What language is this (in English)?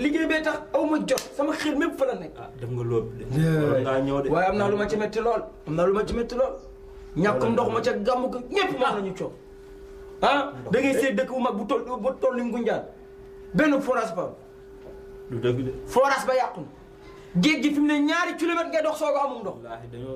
Wolof